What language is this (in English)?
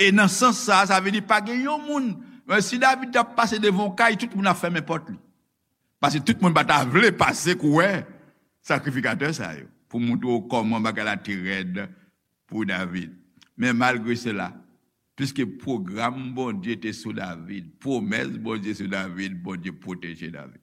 Haitian Creole